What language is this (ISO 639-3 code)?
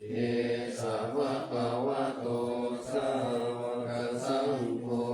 pli